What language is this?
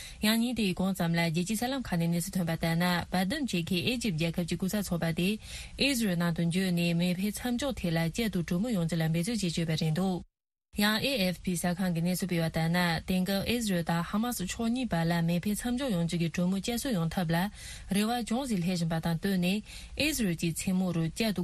Tibetan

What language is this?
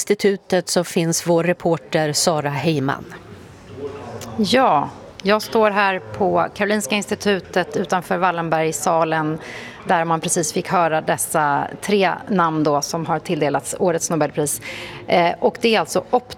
Swedish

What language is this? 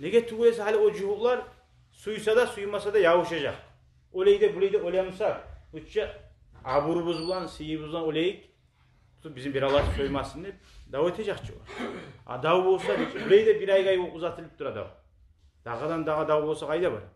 Kumyk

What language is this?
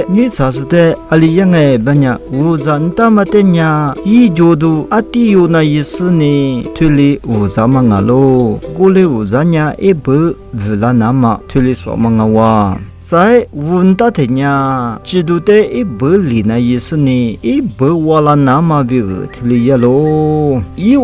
Lisu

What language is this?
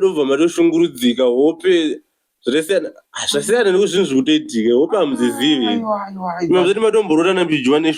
Shona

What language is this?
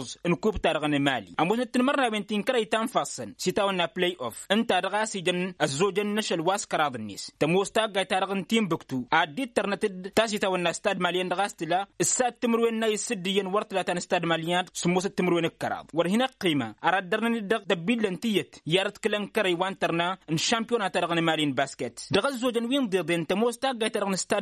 Tamasheq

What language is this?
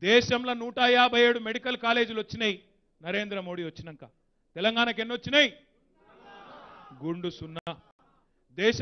Telugu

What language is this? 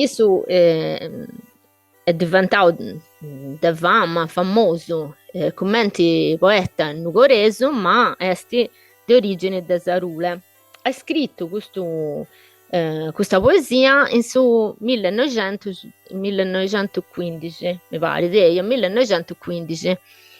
Sardinian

